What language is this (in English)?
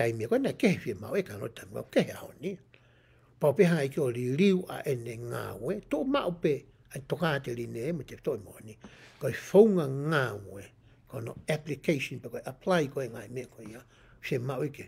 Tongan